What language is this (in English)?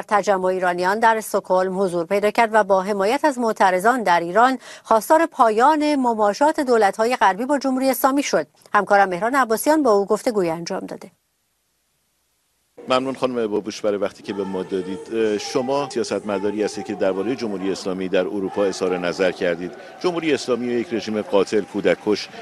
Persian